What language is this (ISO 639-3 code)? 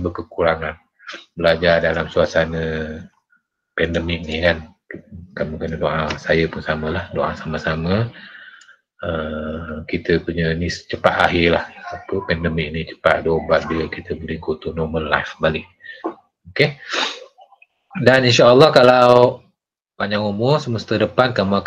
msa